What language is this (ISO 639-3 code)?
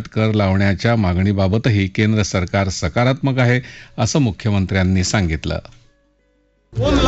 mar